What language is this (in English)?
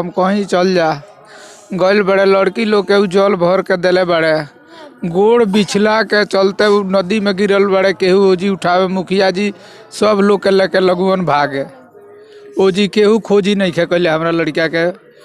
Bhojpuri